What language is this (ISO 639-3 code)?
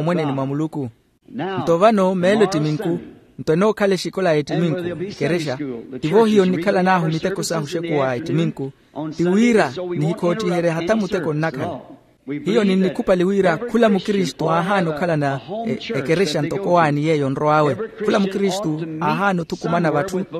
vmw